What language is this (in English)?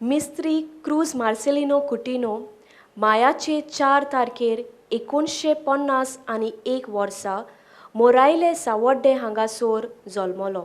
Konkani